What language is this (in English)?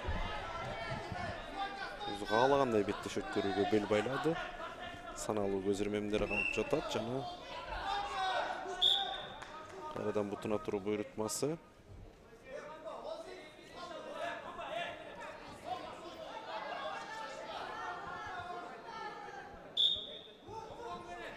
Kyrgyz